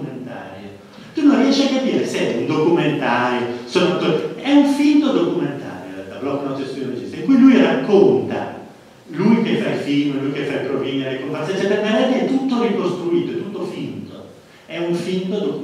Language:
Italian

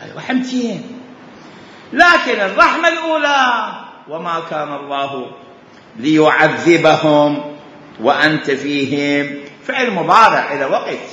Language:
Mesopotamian Arabic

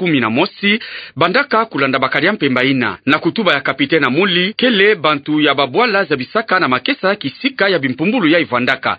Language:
Kituba (Democratic Republic of Congo)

